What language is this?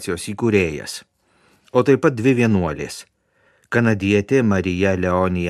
Lithuanian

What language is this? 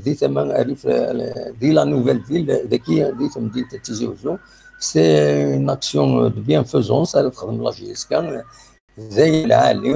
Kabyle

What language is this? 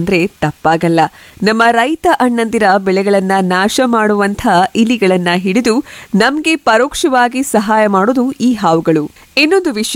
Kannada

